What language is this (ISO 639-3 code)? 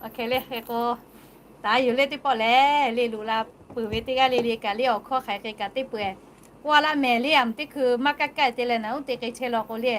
lhu